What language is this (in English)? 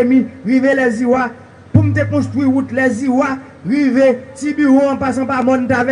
Haitian Creole